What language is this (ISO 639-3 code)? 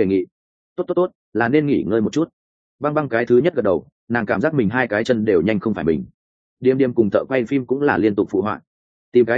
vie